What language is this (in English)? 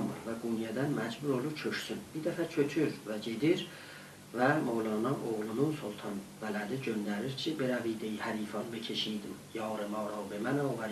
South Azerbaijani